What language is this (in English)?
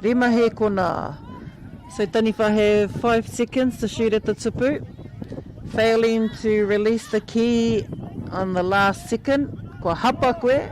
Māori